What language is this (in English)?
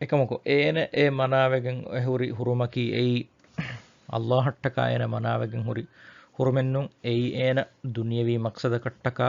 Divehi